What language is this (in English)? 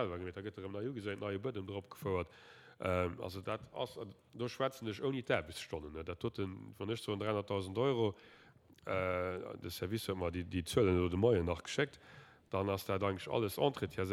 Luxembourgish